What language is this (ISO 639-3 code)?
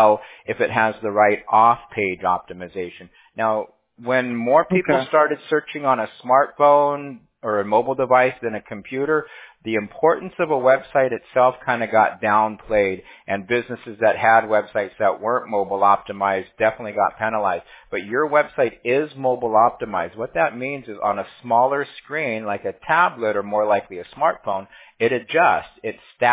eng